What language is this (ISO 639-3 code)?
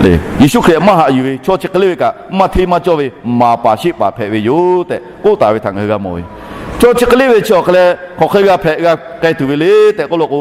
lhu